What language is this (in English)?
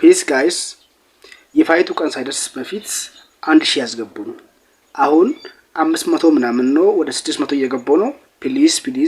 Amharic